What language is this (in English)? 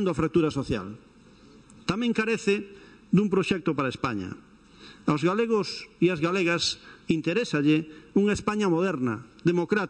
Galician